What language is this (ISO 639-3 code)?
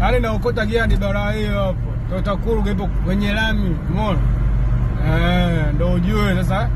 swa